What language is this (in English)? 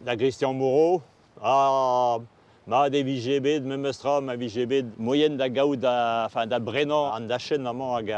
Breton